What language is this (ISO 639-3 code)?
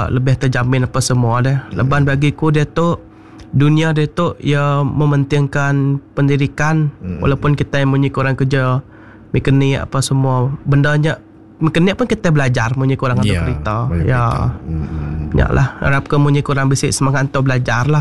iba